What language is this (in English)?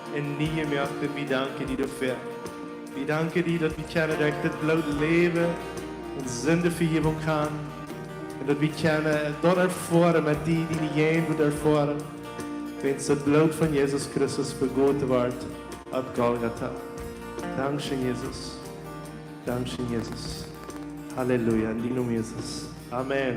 Plautdietsch